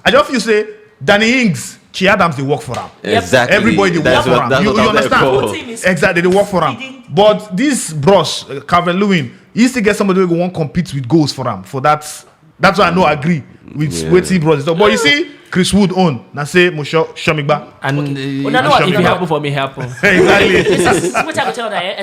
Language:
Nigerian Pidgin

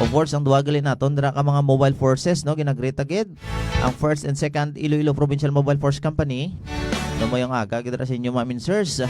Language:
Hiligaynon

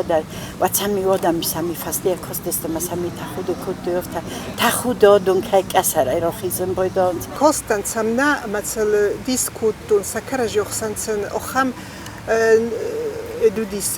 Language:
Ossetic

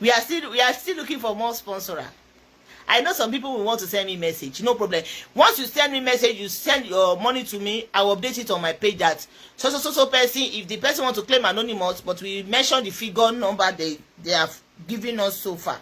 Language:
Yoruba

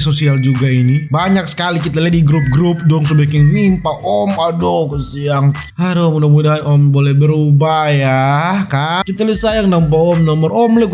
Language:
Manado Malay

